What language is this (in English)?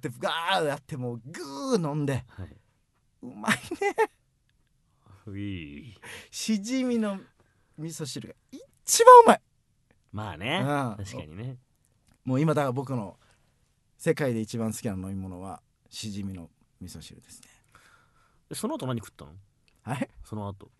Japanese